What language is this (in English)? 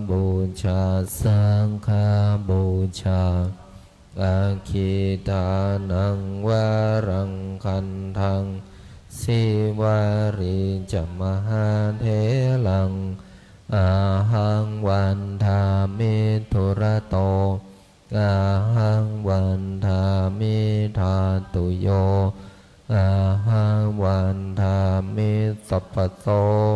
Pali